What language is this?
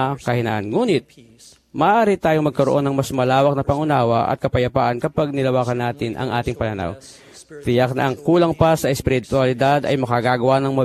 Filipino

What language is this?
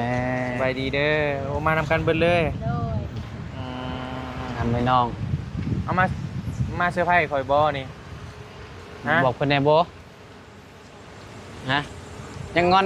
Northeastern Thai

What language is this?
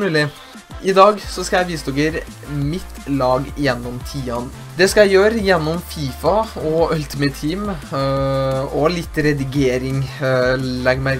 Norwegian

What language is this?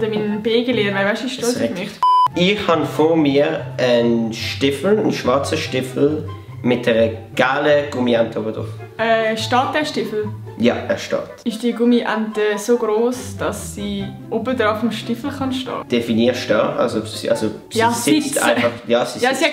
Swiss German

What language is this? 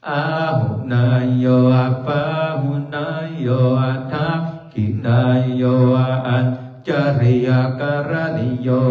Pali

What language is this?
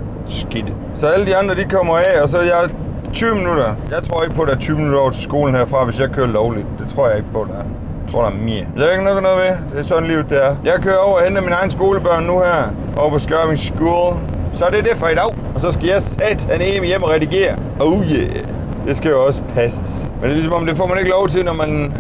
Danish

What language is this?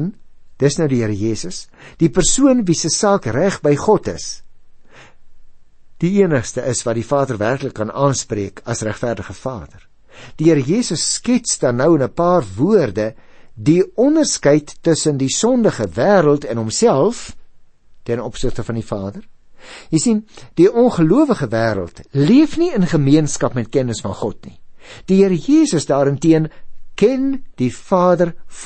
Afrikaans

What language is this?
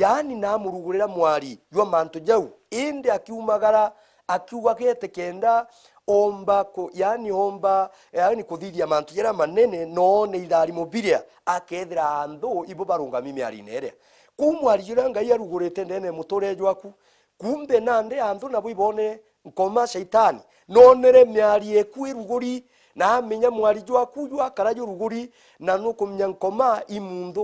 Meru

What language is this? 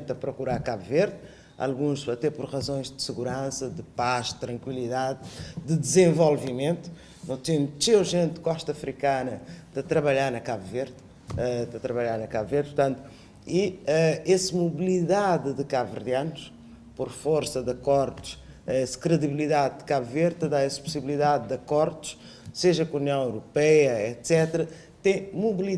Kabuverdianu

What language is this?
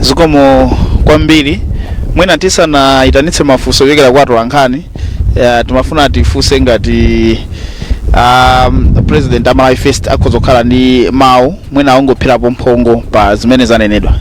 Nyanja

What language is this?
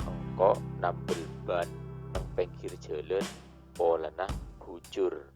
Madurese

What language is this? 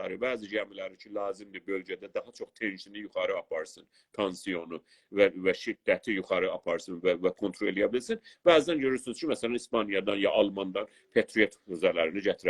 South Azerbaijani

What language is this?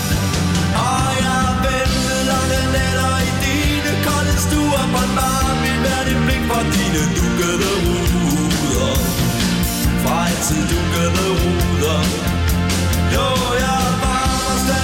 Danish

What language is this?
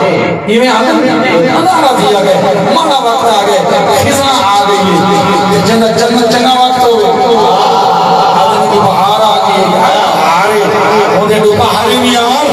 Saraiki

